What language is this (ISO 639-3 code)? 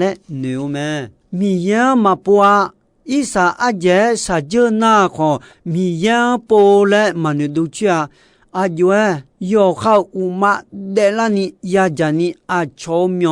ahk